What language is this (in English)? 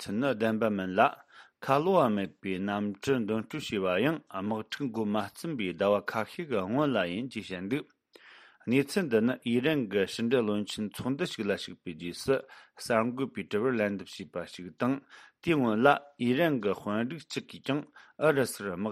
Tibetan